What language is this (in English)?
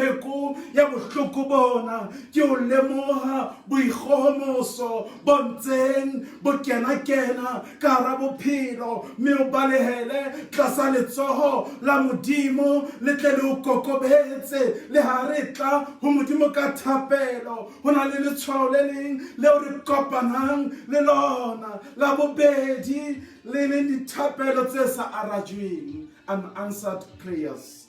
Southern Sotho